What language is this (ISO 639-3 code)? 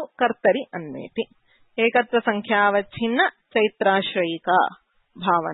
san